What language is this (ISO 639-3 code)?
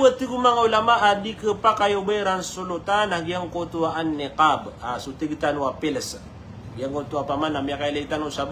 mrw